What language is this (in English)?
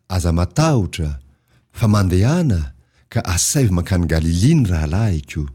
Malagasy